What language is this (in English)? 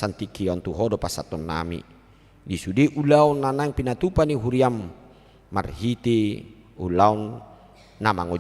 Batak Toba